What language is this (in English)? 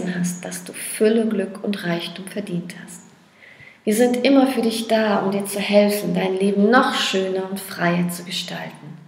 German